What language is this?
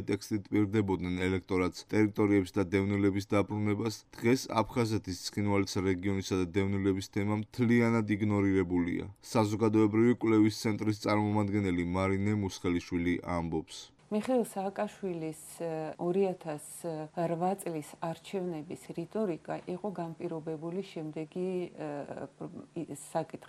Georgian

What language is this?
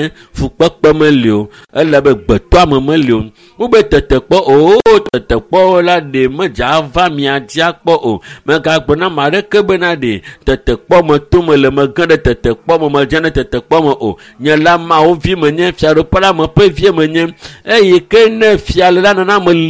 Ewe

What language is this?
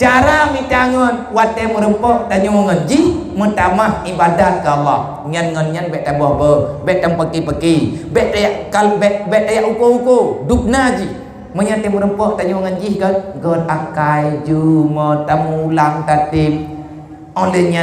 Achinese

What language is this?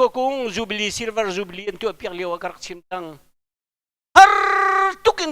Hakha Chin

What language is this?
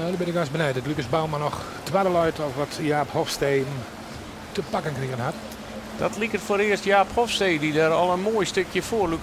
Western Frisian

